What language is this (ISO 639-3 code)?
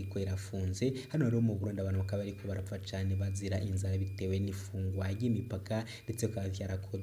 run